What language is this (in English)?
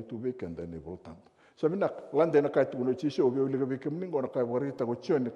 Fijian